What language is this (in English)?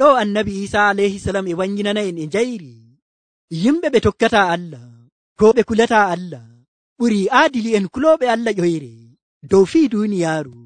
Nigerian Fulfulde